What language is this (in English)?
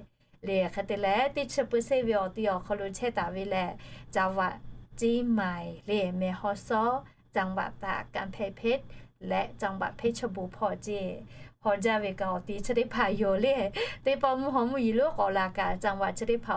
Lahu